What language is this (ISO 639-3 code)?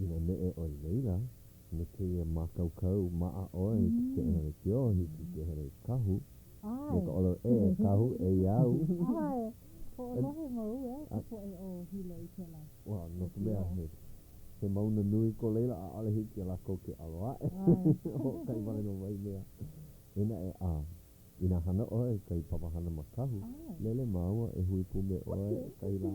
haw